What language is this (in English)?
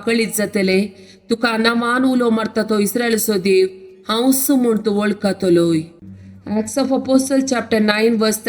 Konkani